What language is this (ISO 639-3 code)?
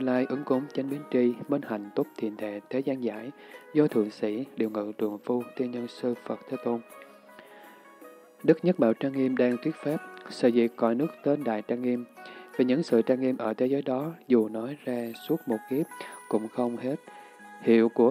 vie